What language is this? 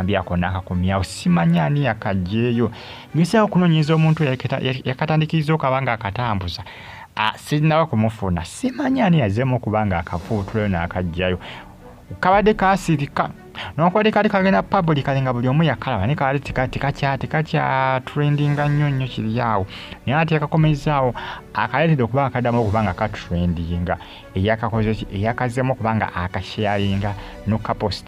Ganda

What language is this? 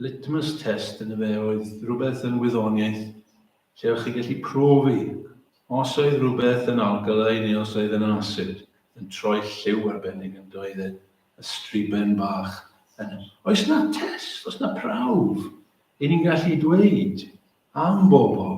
Welsh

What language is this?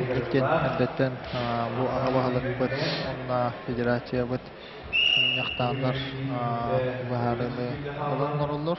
Yakut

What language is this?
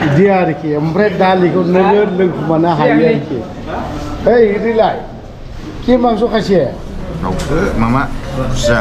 Bodo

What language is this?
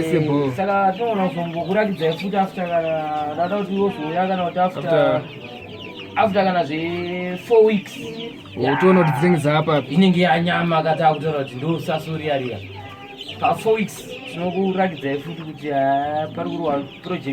Shona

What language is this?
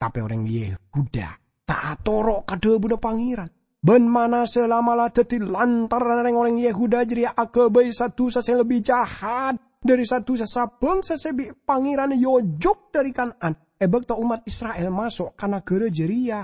Madurese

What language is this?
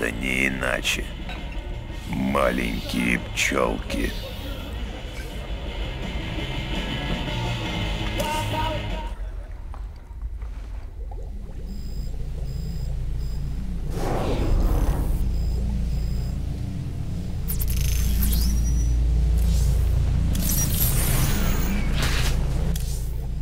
Russian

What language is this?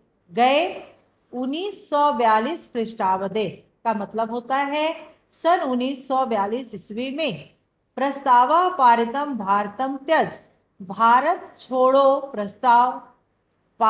Hindi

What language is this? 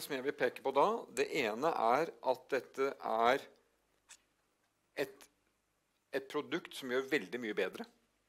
Norwegian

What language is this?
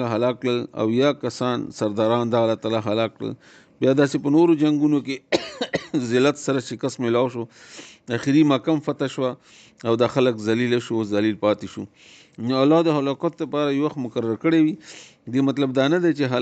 Pashto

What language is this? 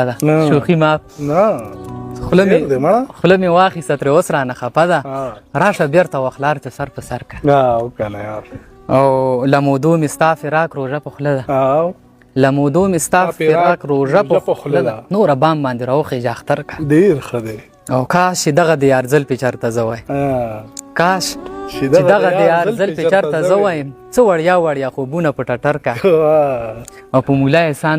Pashto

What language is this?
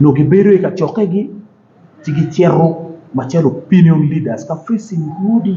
Acoli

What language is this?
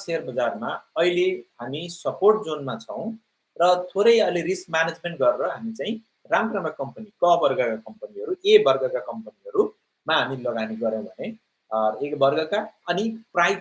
Nepali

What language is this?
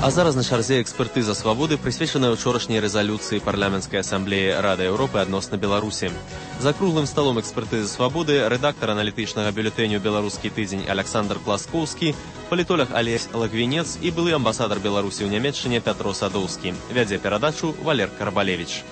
Belarusian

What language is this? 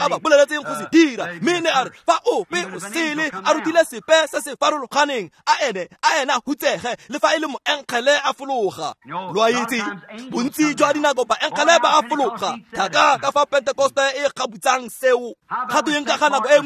Tswana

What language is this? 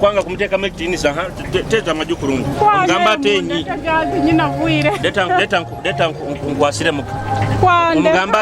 Nyoro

